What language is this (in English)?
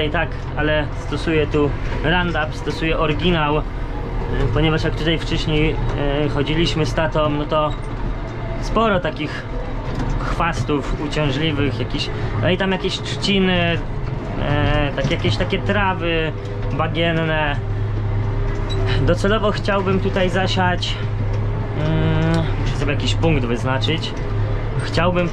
Polish